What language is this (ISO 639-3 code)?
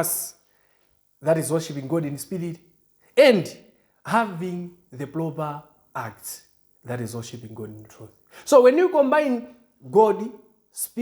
eng